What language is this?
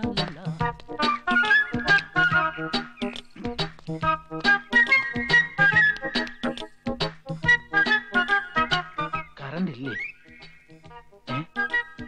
Malayalam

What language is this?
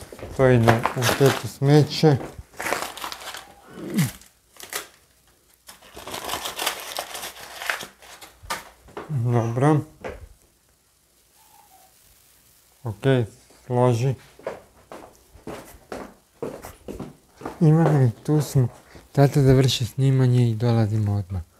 Croatian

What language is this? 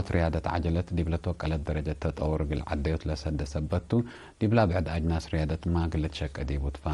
Tigre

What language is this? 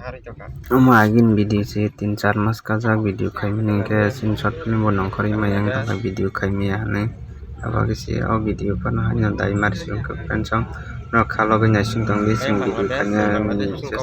Kok Borok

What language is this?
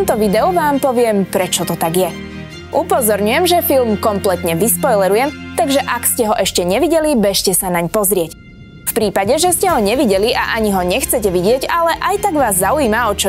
Slovak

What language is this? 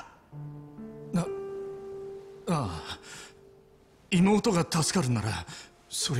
Japanese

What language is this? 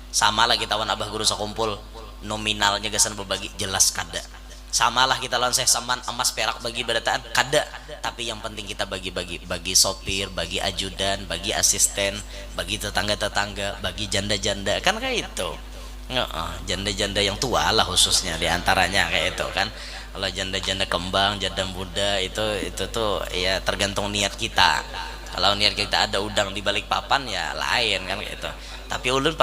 Banjar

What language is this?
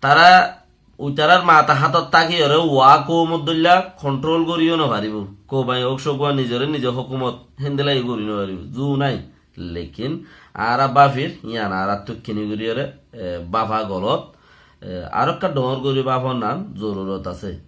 Rohingya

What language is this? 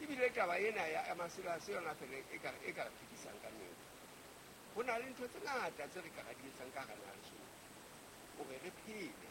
Southern Sotho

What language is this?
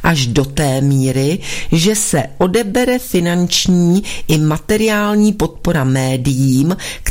Czech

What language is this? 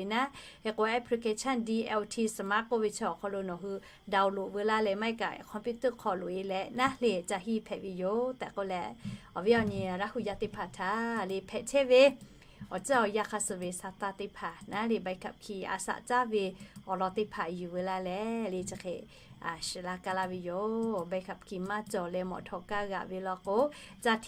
Lahu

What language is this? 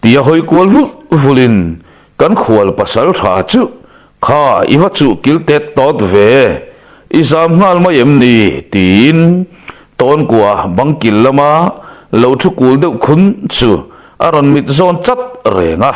Mizo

